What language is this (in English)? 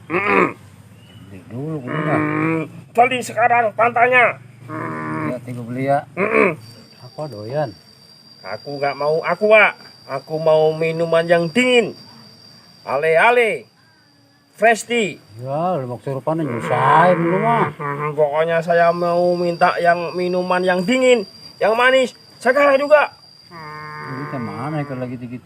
Betawi